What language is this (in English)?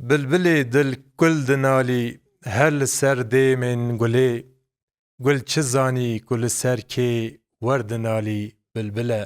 Kurdish